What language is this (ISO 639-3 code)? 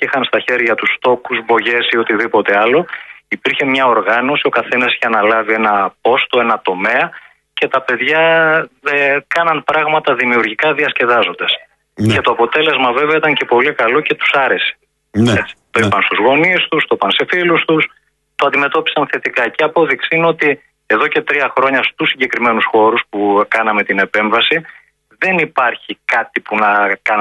ell